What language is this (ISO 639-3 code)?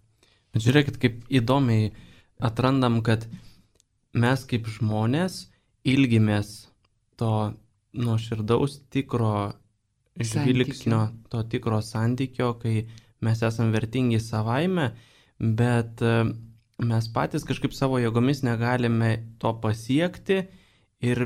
lit